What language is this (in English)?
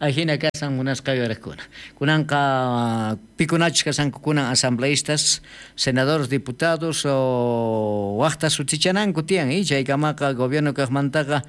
South Bolivian Quechua